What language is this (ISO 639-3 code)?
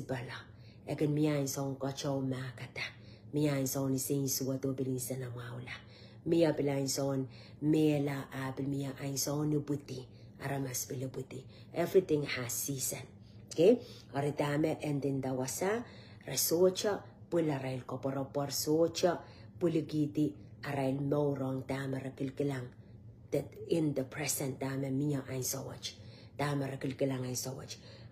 pon